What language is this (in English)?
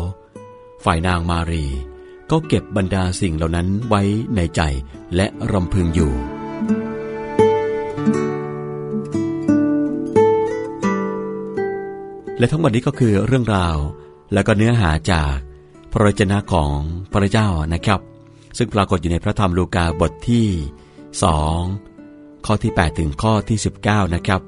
Thai